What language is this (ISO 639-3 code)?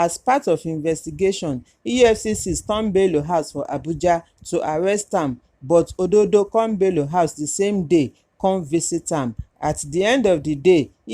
pcm